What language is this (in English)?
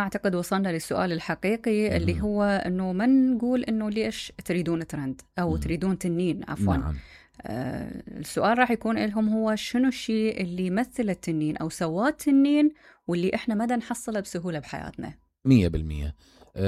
Mesopotamian Arabic